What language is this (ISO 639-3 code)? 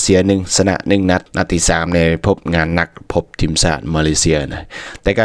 lao